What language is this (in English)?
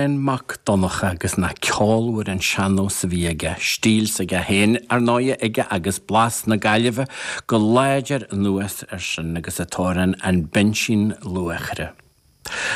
Irish